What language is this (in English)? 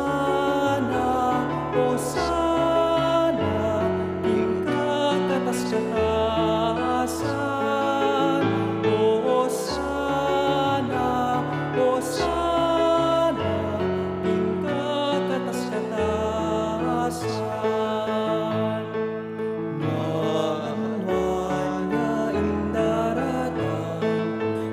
Pampanga